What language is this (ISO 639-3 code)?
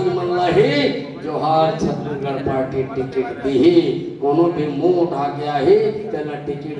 hne